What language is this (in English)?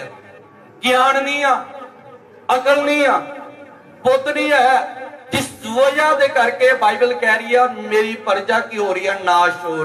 Punjabi